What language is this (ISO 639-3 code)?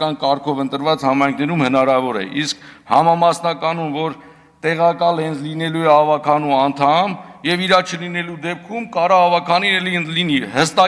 hye